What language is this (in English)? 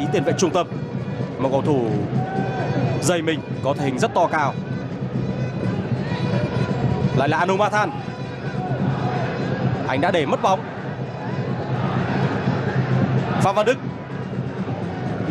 Vietnamese